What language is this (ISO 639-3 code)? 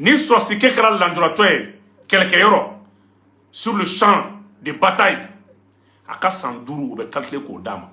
bam